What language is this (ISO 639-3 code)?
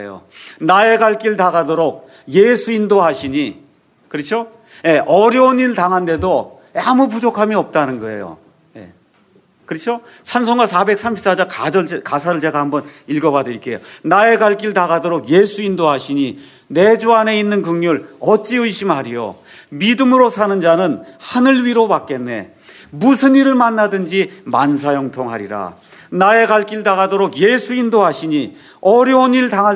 kor